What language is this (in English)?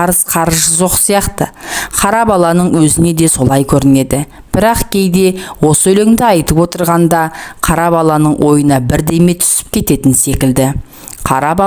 Kazakh